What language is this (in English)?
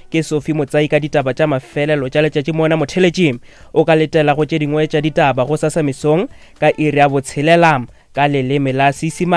Northern Sotho